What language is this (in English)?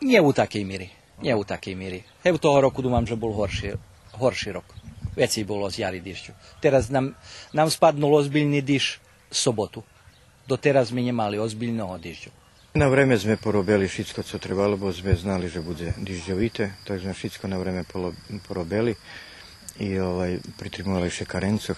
Rusyn